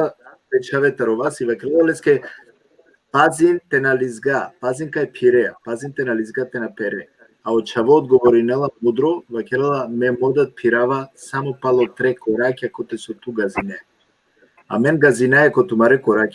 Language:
Balkan Romani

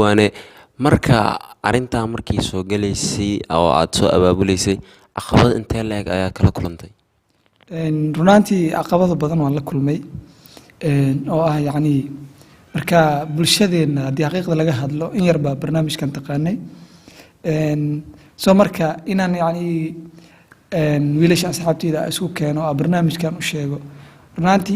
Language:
Somali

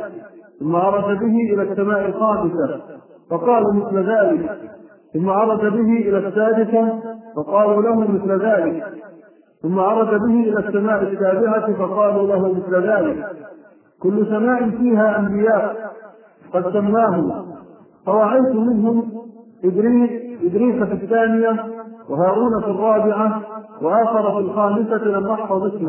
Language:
Arabic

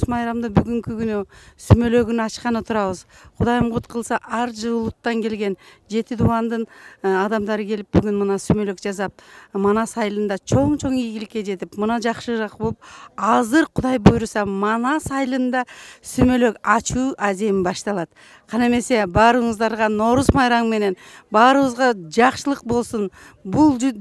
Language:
Kyrgyz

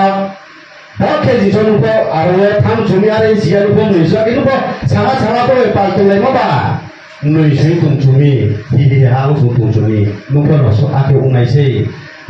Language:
Riang (India)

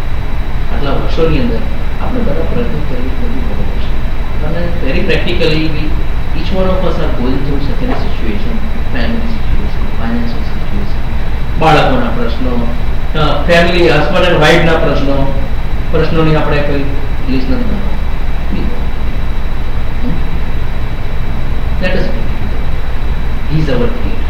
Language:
Gujarati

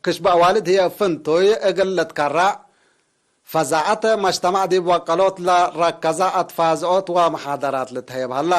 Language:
Tigre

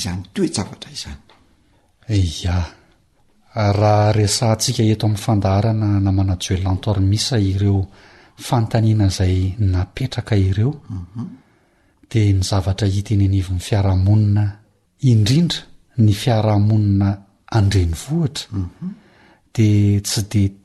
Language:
Malagasy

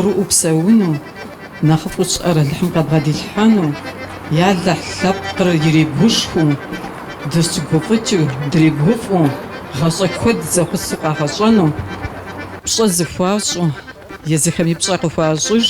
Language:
Kabardian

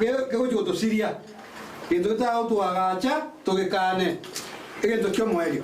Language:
Gusii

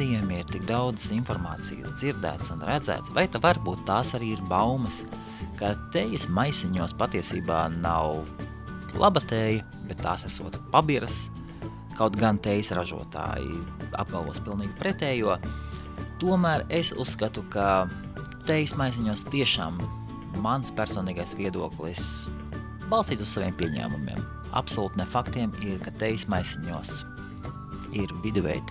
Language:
Latvian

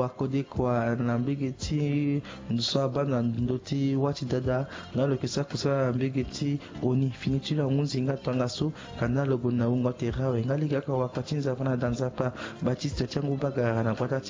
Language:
Sango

